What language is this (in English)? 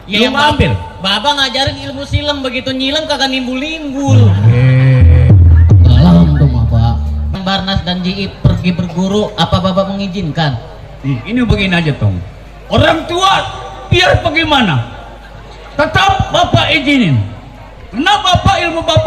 Betawi